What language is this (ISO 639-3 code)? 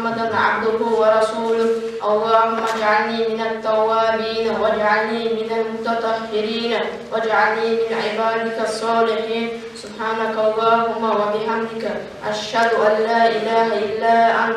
kum